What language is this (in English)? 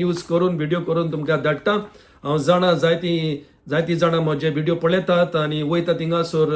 Konkani